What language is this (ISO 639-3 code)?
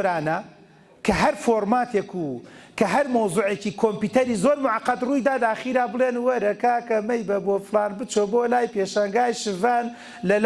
ckb